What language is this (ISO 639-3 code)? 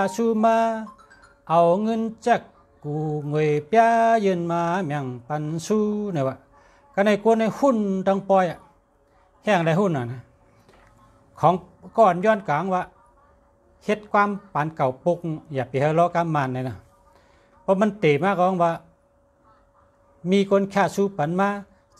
shn